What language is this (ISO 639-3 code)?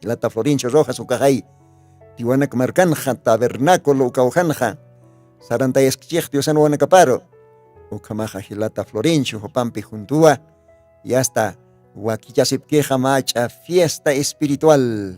aym